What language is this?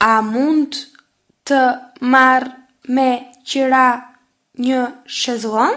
Albanian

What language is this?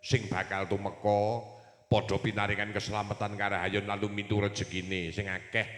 Javanese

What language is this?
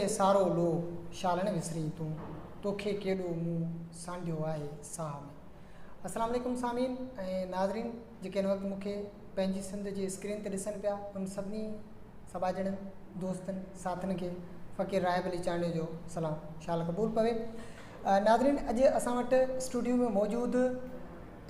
Sindhi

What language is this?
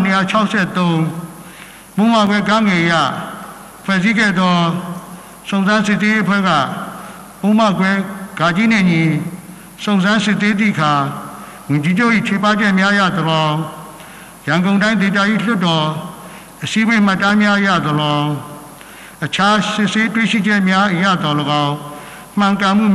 Burmese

